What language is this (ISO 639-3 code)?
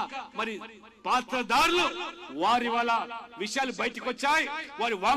tel